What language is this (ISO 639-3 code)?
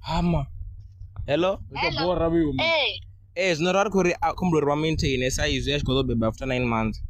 ven